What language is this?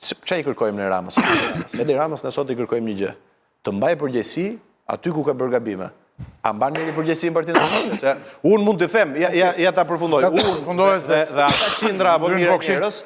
Albanian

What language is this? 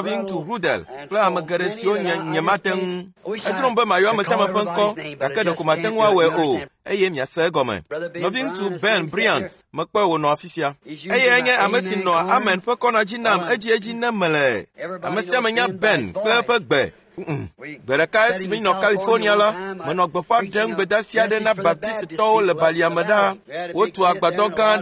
Ewe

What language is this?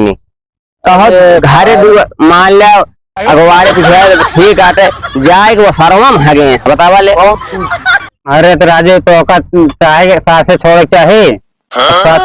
Awadhi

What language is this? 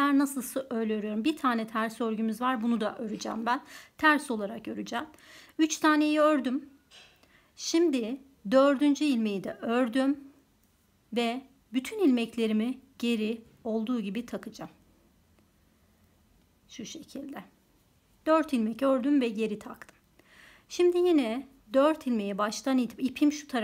Turkish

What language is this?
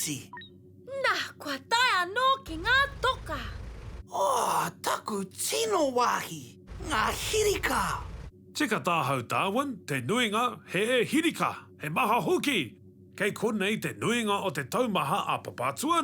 Māori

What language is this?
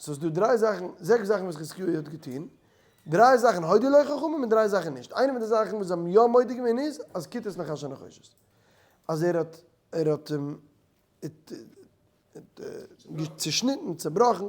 Yiddish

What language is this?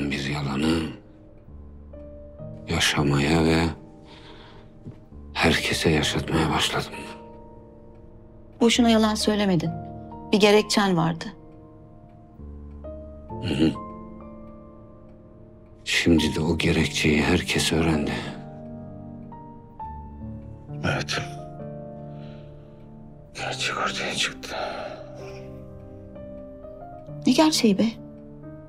Turkish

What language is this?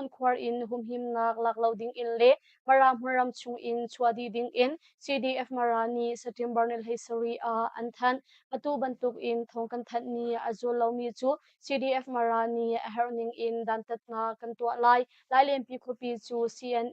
Hakha Chin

